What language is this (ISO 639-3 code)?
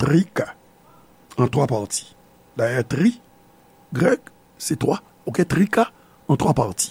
hat